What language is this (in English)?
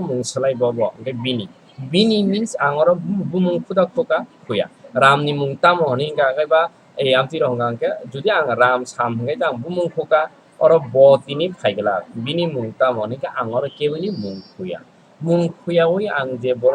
Kok Borok